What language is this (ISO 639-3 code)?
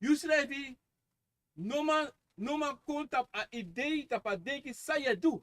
srn